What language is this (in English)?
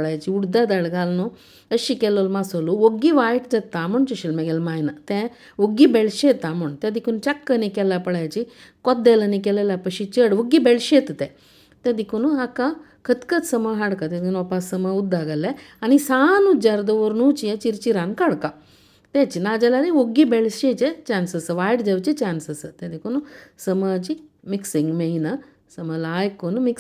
Konkani